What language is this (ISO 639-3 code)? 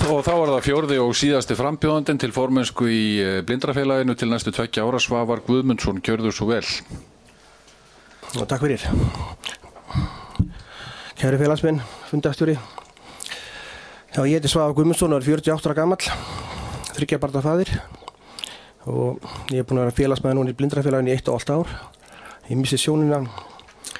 isl